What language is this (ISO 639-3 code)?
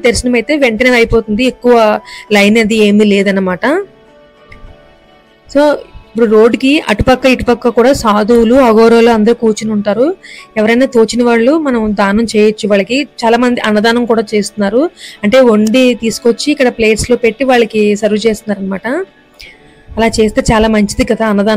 tel